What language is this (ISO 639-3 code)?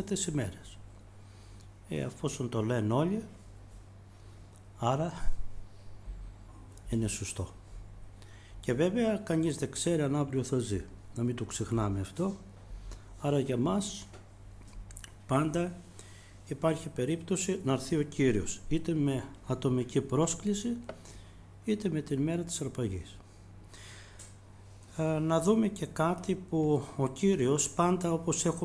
ell